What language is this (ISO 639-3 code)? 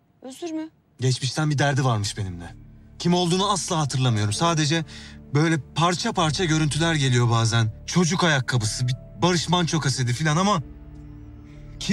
tur